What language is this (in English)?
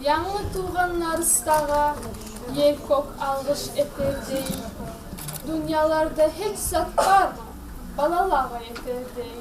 Kumyk